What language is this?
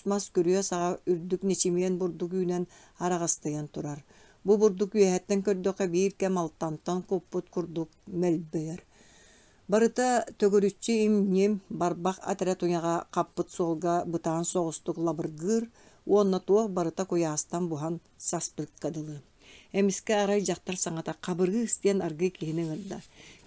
Yakut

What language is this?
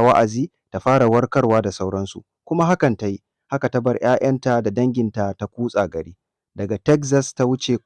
Hausa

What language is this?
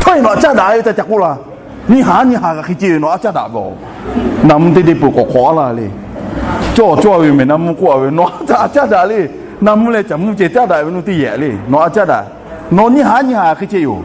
Lahu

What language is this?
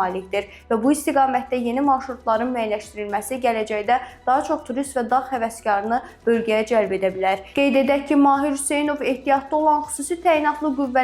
Azerbaijani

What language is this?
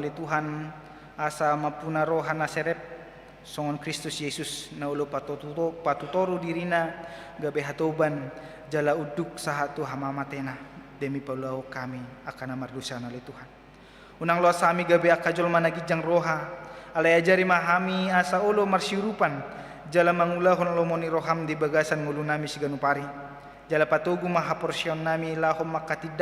Batak Toba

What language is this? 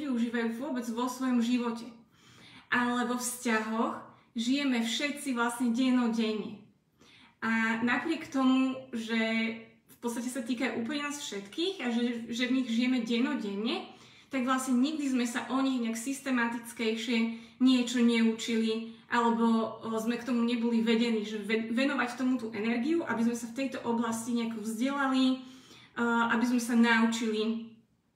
Slovak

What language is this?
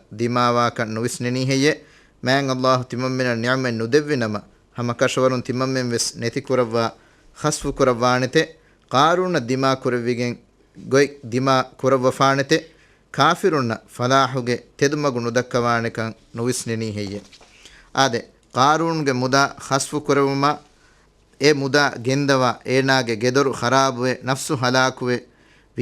Divehi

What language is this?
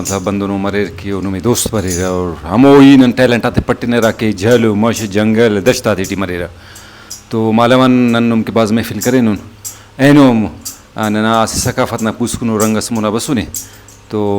Brahui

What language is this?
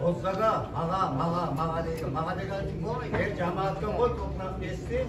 Kumyk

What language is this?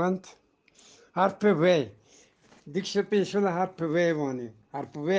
Eastern Balochi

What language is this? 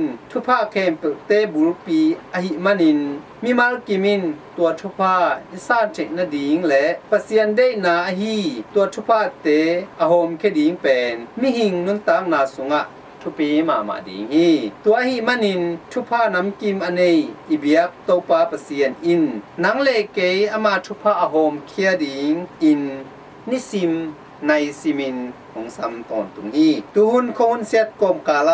Tedim Chin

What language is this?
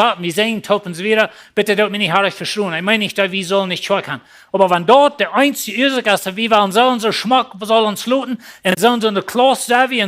Plautdietsch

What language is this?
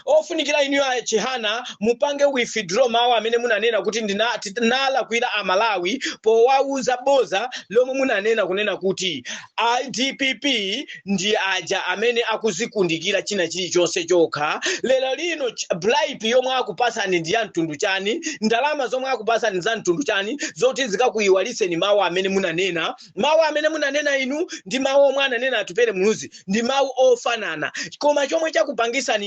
Nyanja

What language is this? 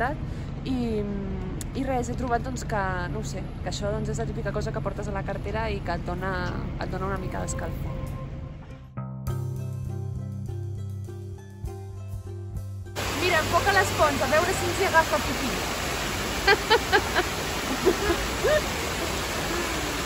Catalan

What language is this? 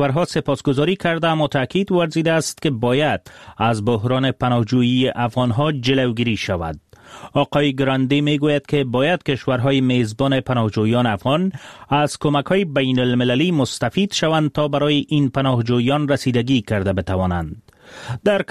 Persian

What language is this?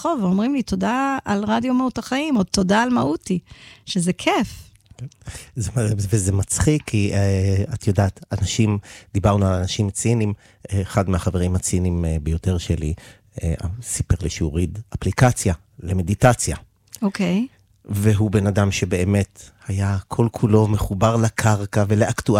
Hebrew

